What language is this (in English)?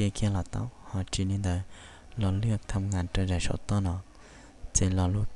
Hmong